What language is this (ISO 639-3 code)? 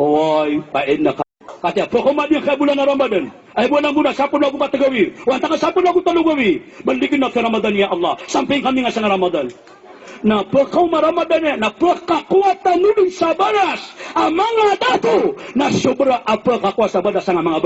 mrw